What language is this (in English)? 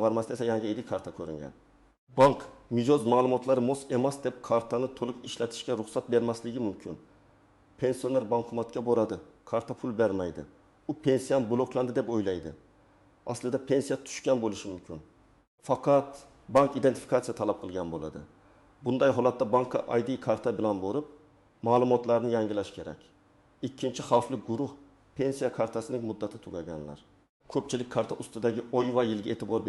Uzbek